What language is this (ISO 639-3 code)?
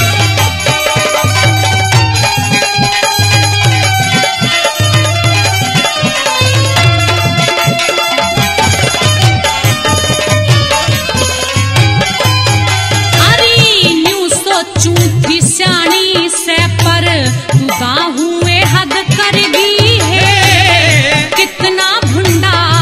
bgc